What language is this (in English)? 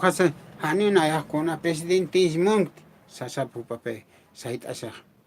Aymara